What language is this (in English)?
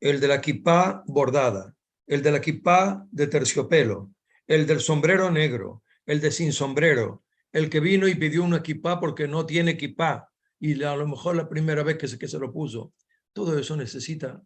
Ladino